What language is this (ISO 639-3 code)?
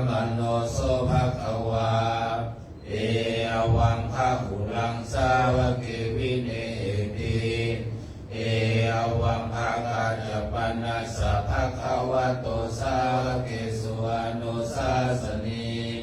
pli